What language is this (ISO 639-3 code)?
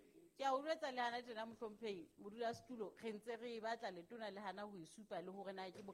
sot